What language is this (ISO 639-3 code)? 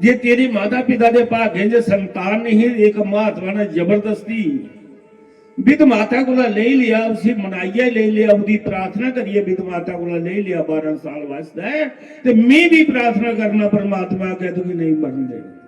doi